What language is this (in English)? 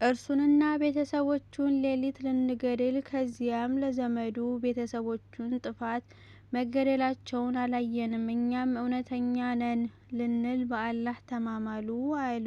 Amharic